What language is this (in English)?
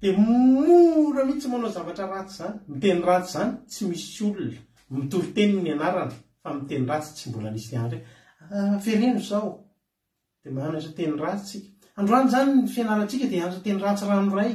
Malagasy